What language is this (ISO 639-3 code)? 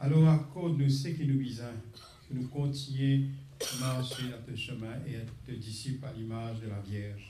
mfe